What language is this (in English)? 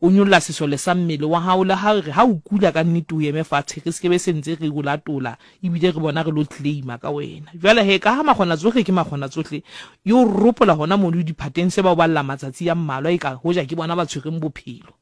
Southern Sotho